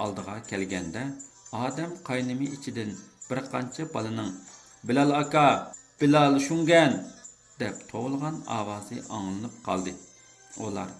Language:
Uyghur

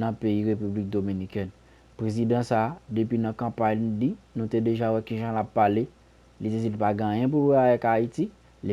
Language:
Haitian Creole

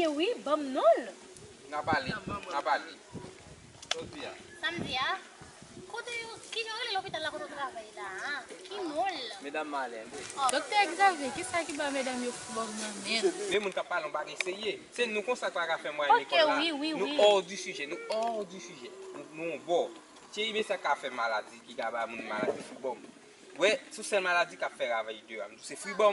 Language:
Haitian Creole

